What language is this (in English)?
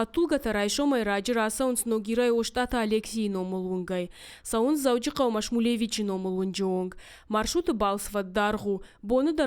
Ossetic